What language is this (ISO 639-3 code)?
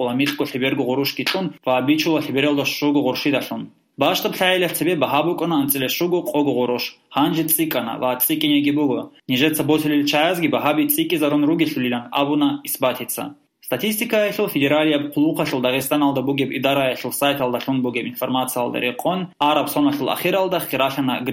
ava